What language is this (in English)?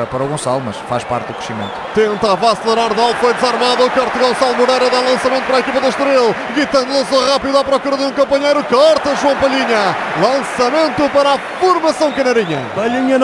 Portuguese